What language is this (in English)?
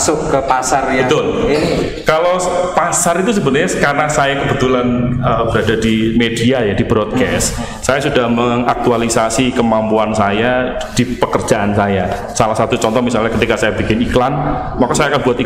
Indonesian